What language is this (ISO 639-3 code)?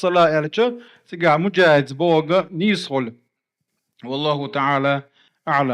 che